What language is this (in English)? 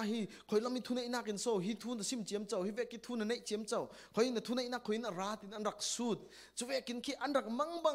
Falam Chin